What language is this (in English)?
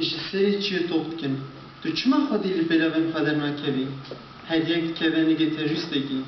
Kurdish